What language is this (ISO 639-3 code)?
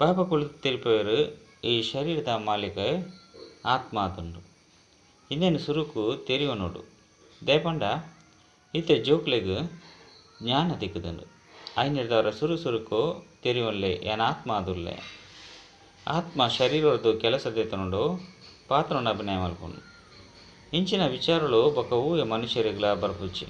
tcy